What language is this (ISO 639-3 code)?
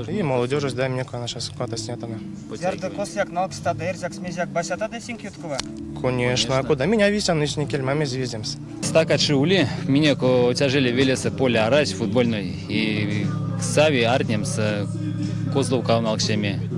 myv